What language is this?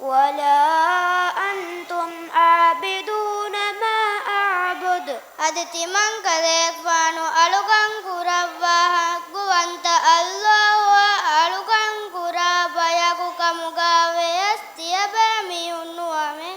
Divehi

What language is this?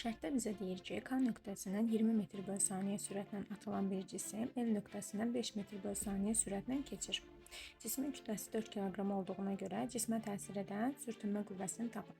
Azerbaijani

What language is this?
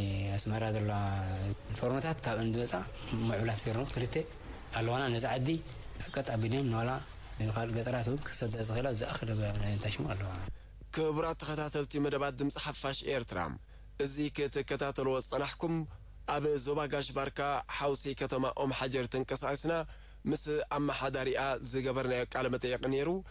Tigrinya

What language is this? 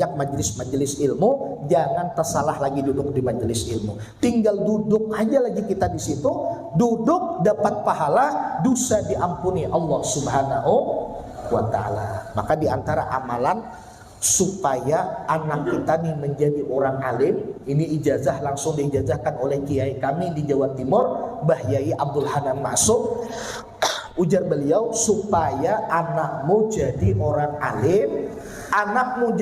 Banjar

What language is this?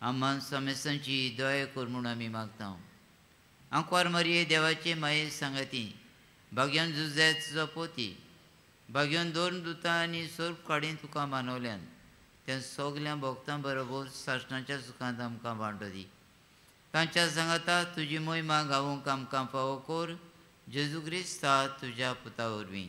Konkani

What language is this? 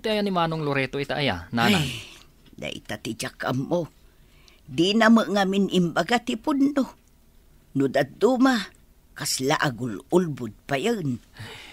Iloko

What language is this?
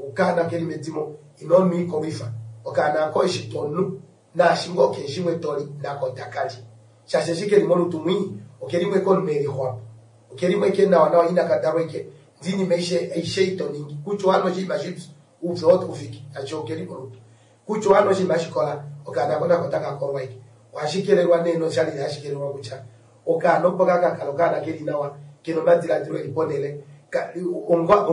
Kuanyama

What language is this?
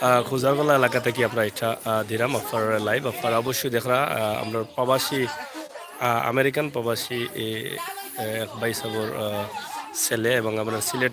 Sylheti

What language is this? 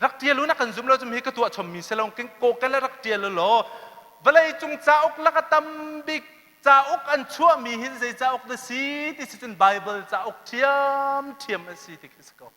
Hakha Chin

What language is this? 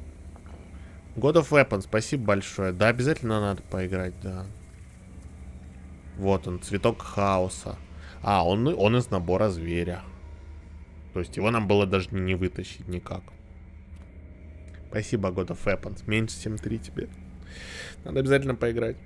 Russian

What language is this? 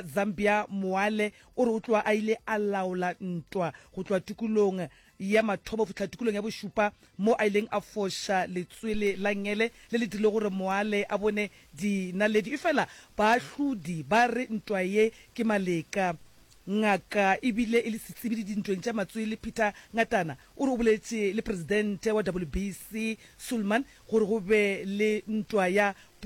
Northern Sotho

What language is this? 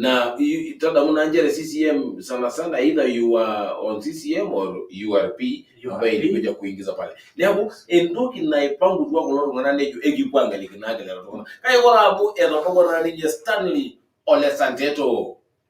Masai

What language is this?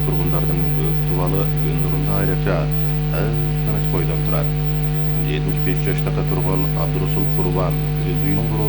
Kyrgyz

